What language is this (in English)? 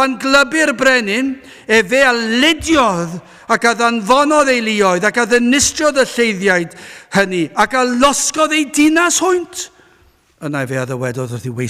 Welsh